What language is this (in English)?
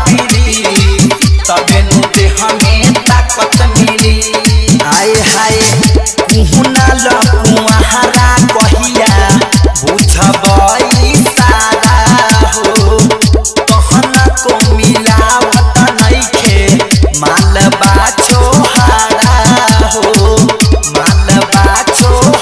Bhojpuri